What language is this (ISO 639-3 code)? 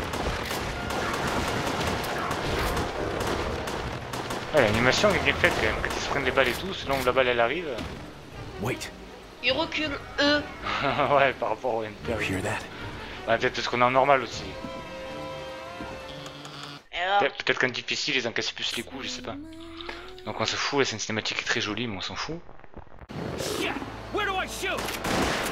fra